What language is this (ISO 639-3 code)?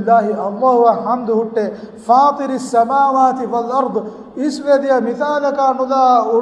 div